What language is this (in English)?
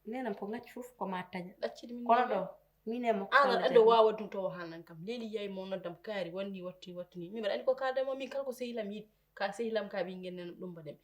Fula